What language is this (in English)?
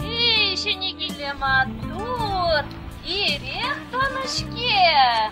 Chuvash